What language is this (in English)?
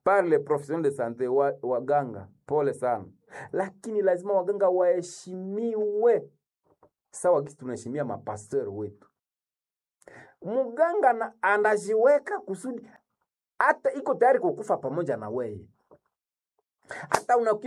Swahili